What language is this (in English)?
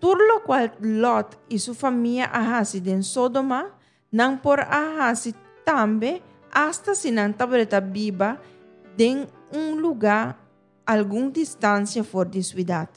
Papiamento